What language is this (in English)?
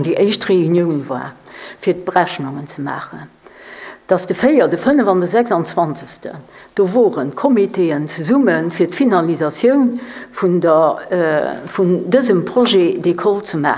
Luxembourgish